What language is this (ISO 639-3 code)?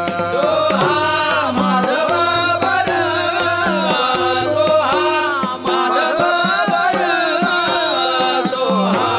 mar